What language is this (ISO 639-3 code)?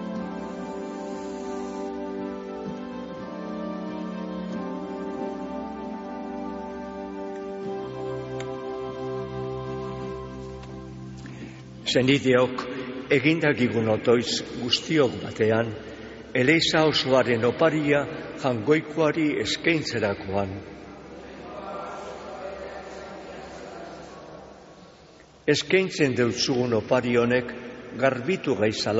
eus